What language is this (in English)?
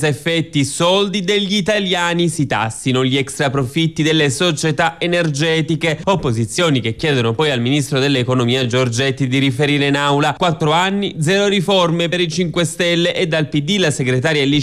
Italian